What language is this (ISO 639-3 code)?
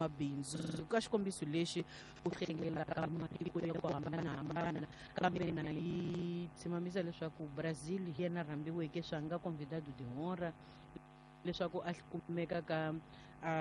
tso